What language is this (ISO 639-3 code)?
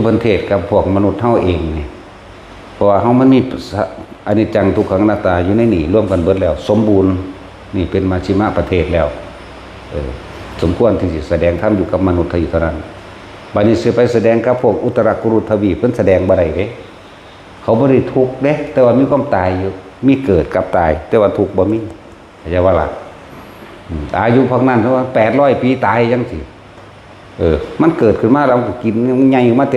tts